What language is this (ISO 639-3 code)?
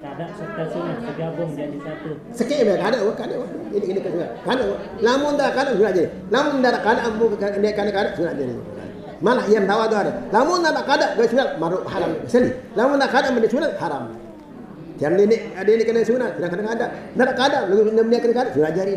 sas